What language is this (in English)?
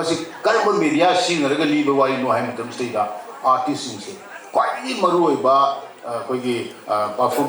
Manipuri